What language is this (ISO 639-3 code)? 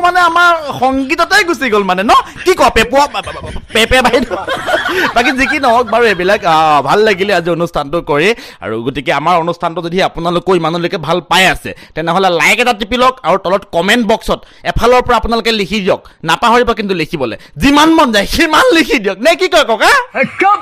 asm